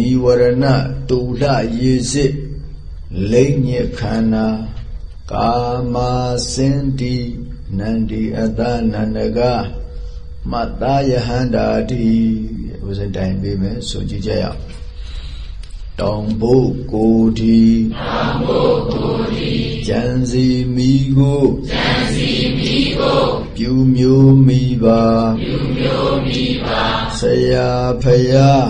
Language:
Burmese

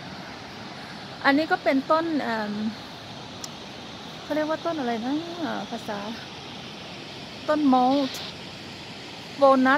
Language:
Thai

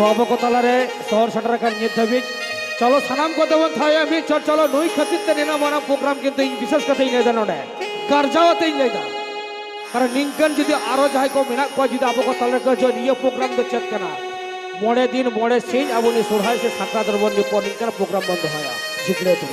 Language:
Santali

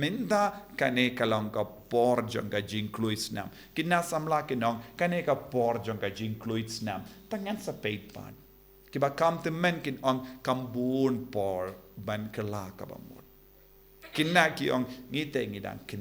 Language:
Khasi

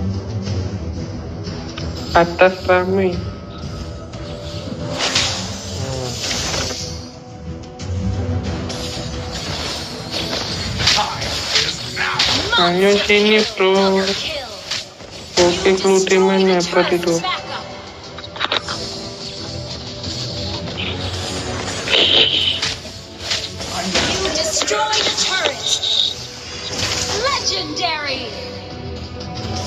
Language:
Indonesian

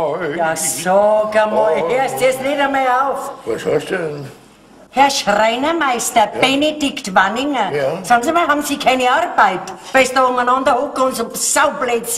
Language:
German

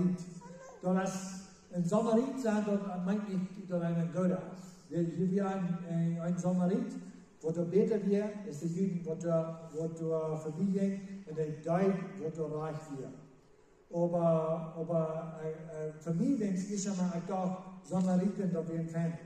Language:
Plautdietsch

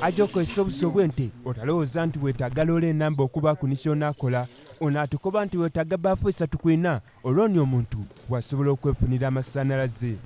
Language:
Soga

